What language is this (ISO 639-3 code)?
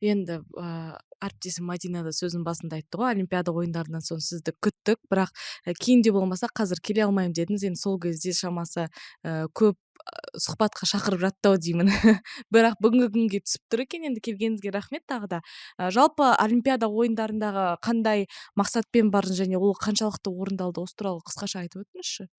kaz